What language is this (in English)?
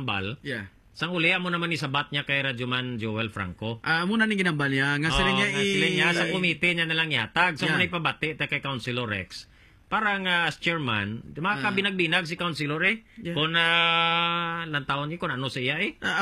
Hiligaynon